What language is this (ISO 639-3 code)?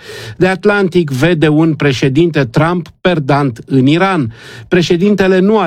ron